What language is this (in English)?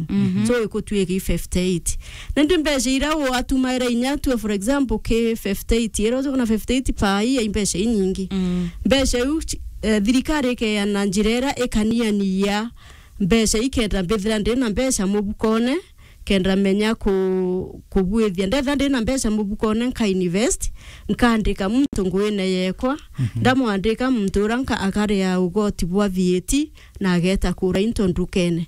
Meru